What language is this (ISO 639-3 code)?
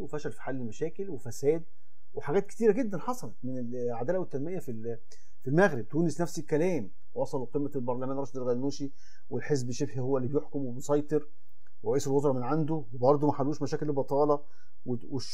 arz